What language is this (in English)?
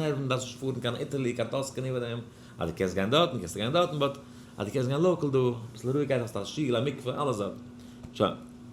Yiddish